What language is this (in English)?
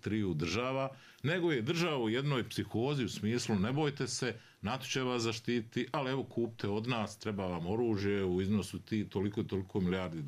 Bosnian